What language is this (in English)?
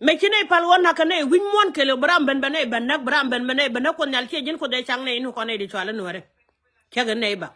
Nuer